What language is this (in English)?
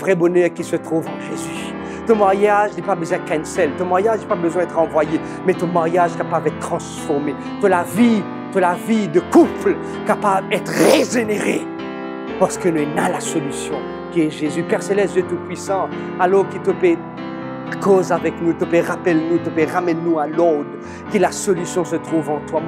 Morisyen